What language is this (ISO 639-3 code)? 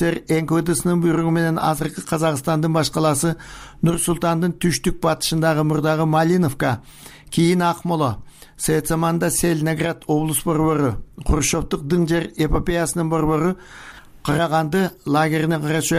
kir